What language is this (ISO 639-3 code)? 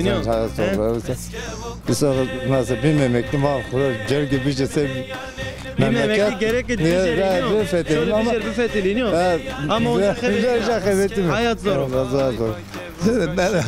zza